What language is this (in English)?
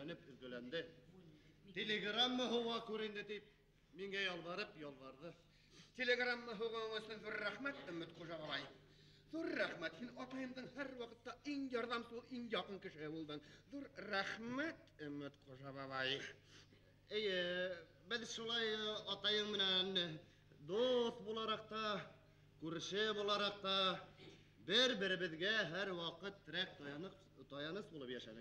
Bashkir